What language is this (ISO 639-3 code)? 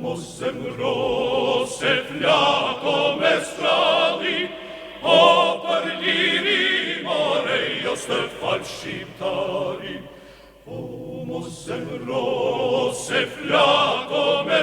sqi